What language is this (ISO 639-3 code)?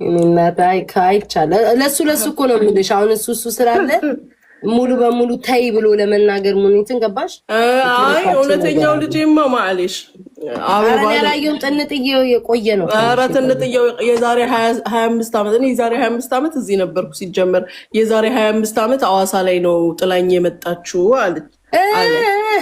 amh